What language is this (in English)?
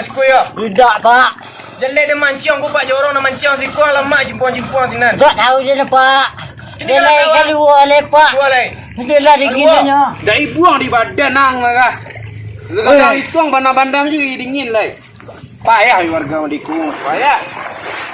Minangkabau